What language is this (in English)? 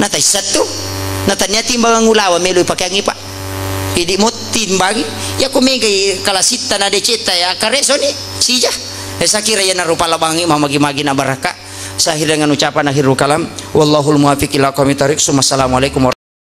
Buginese